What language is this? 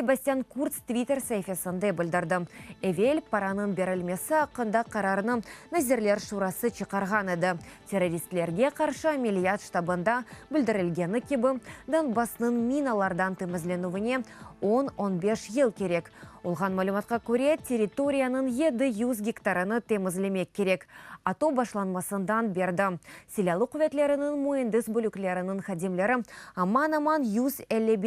Crimean Tatar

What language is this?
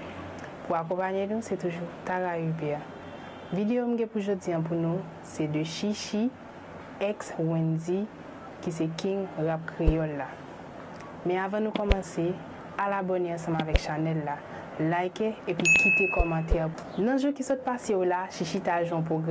Haitian Creole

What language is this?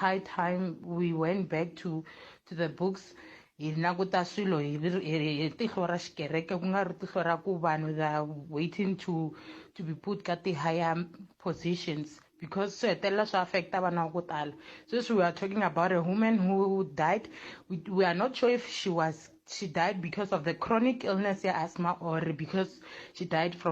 Tsonga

